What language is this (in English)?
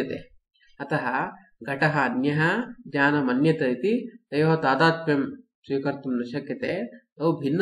Sanskrit